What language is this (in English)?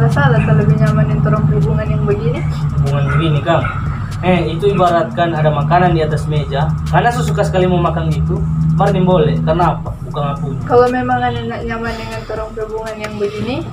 Manado Malay